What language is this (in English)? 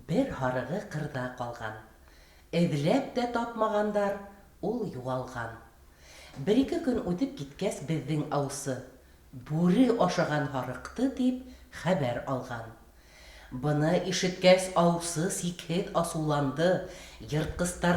Bashkir